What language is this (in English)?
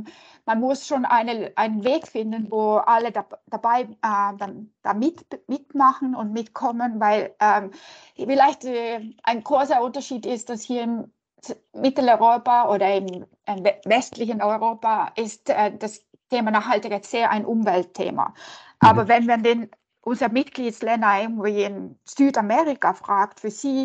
German